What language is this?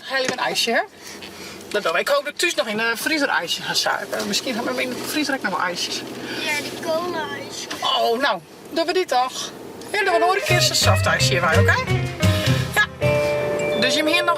Western Frisian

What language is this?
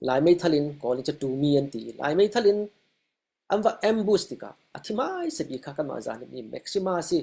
Falam Chin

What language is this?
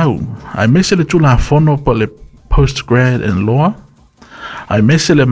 Samoan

